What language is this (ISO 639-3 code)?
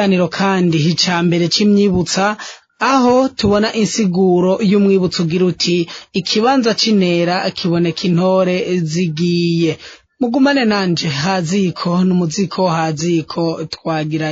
run